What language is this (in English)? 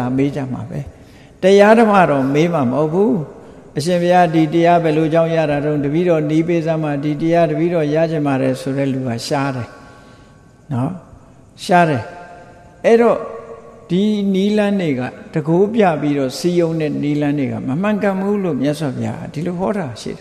Burmese